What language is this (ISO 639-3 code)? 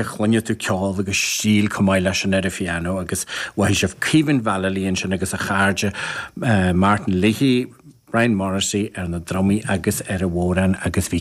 gle